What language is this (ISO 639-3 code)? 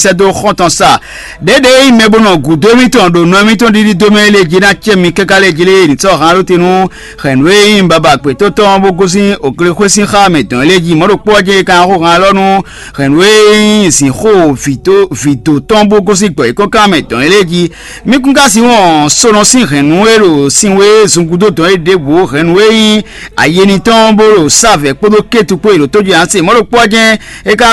fon